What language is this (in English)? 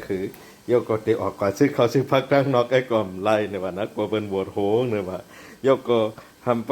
Shan